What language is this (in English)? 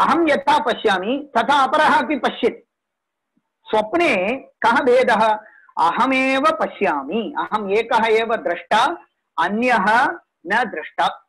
Sanskrit